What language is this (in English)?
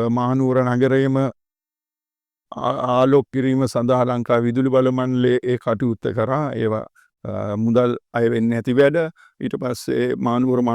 Sinhala